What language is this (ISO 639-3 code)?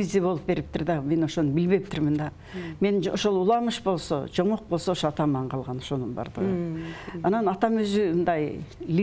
kir